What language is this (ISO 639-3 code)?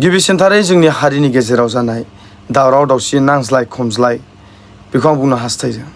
brx